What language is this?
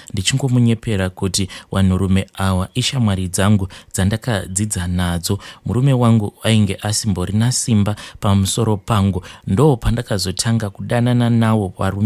Shona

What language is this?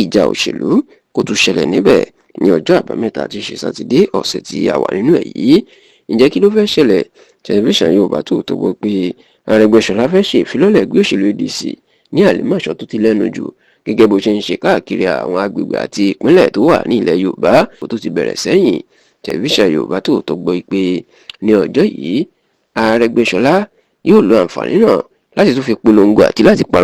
Yoruba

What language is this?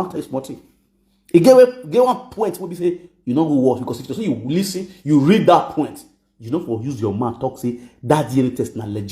Nigerian Pidgin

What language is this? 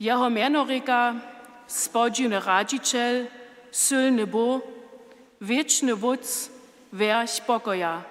Upper Sorbian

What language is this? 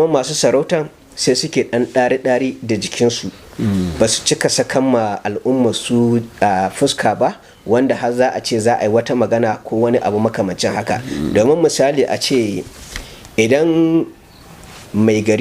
Hausa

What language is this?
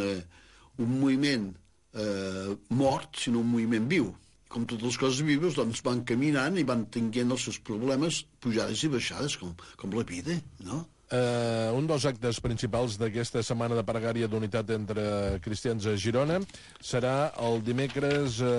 Catalan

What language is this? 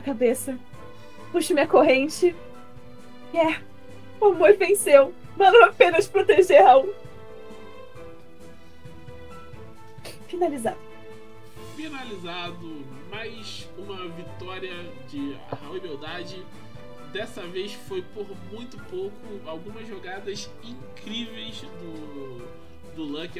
Portuguese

